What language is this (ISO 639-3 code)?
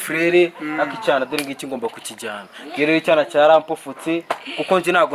kin